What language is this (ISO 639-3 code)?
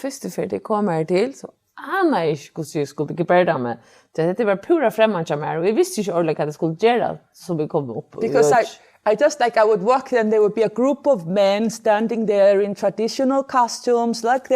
fao